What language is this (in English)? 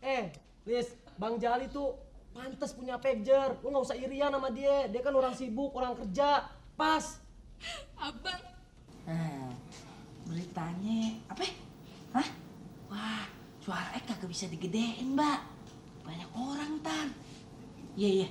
Betawi